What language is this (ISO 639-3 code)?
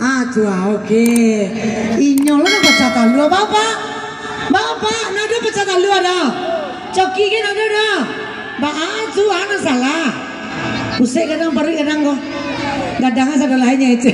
min